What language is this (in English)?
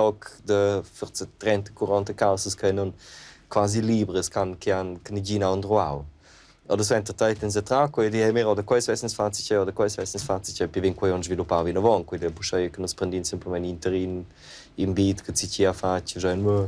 Romansh